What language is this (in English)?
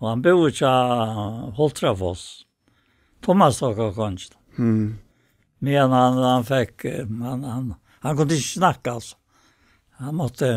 Faroese